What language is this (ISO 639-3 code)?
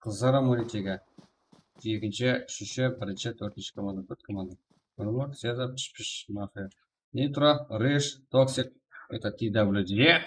kaa